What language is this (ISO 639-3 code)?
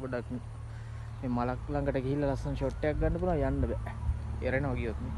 sin